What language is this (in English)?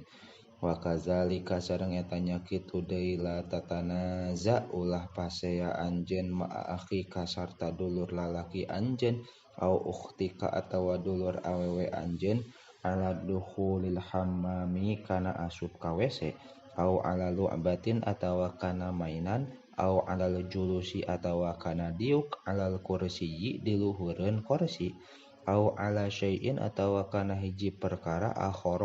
Sundanese